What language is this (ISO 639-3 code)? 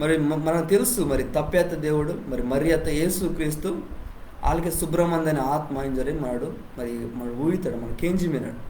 kff